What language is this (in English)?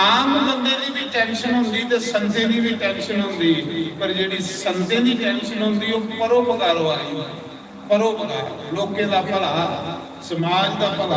Dogri